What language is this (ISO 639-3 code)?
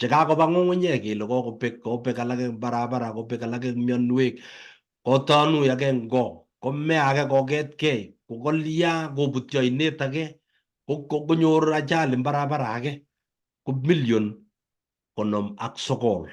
kln